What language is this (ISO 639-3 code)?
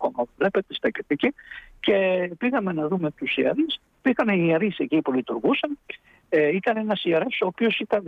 ell